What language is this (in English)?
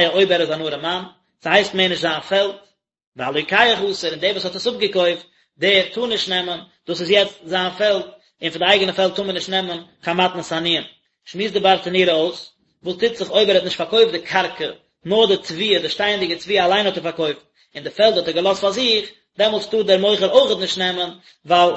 Yiddish